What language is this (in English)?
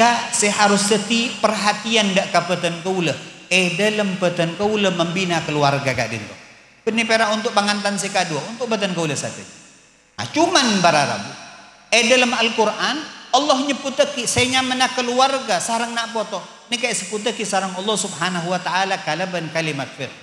Madurese